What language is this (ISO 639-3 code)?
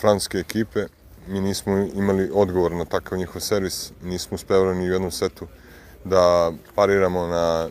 srp